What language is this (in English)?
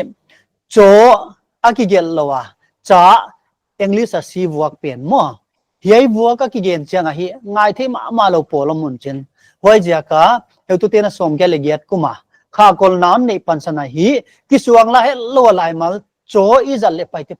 Paite Chin